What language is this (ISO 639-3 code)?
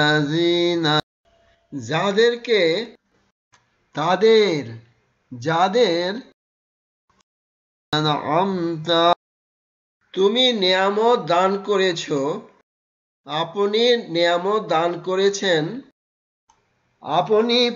ben